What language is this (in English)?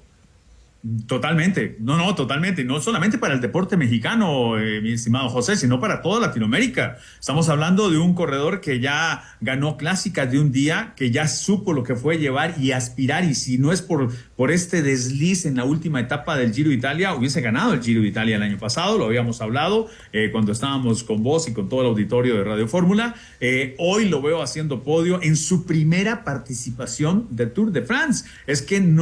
Spanish